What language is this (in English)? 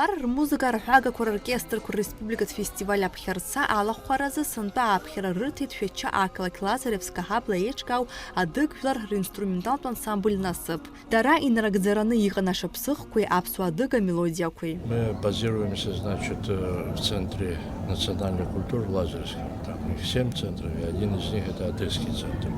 Abkhazian